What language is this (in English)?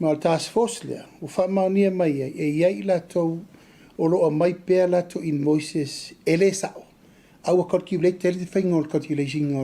Samoan